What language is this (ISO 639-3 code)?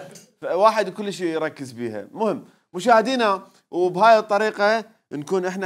acm